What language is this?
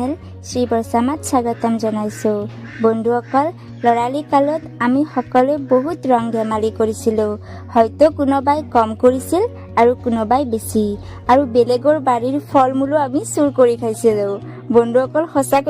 Assamese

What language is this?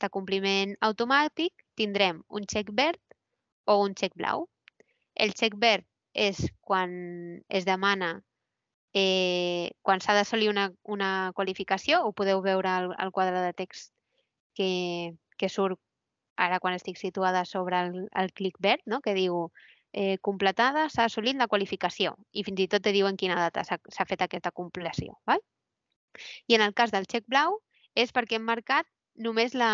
Catalan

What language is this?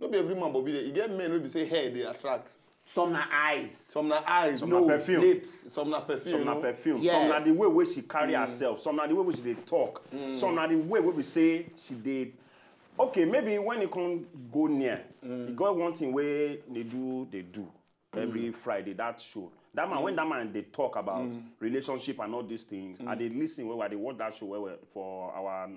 Nigerian Pidgin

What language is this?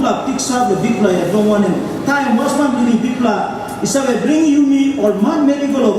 Tok Pisin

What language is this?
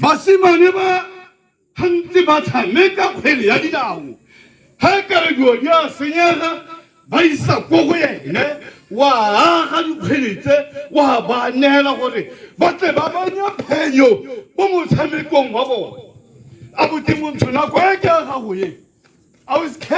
Tswana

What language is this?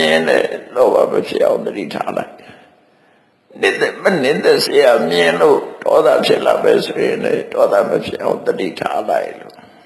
Burmese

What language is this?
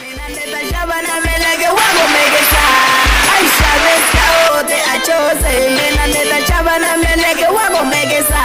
Tsonga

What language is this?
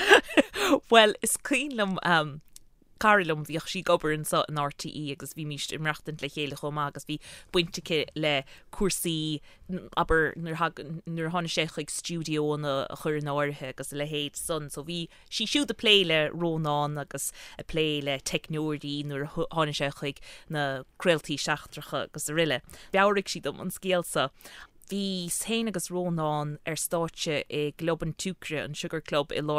Irish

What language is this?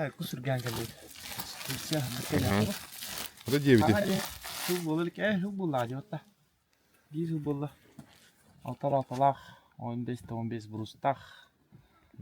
Yakut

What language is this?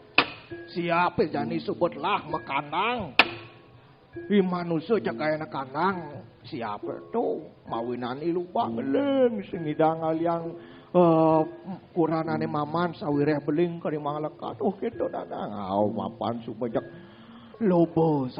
Balinese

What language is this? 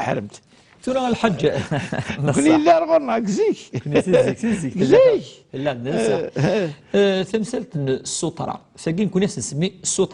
Kabyle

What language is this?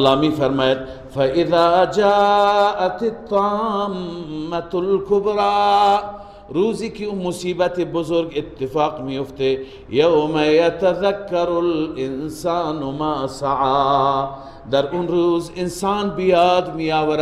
Persian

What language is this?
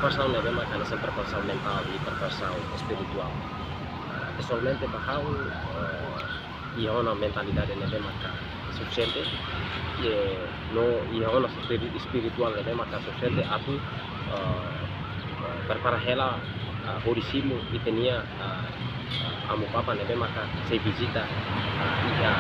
Tetum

